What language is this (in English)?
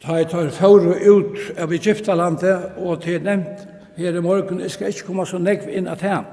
Faroese